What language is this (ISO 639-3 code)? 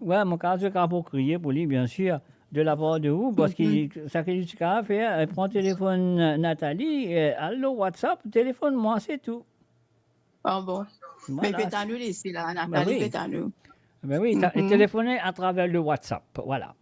mfe